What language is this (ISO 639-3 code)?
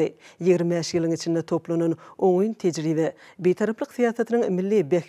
tuk